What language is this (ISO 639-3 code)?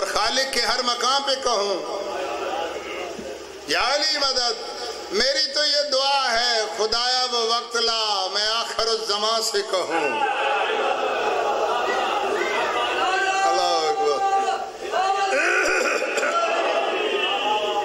urd